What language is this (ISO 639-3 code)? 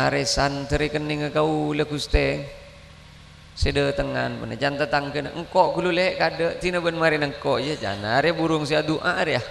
mad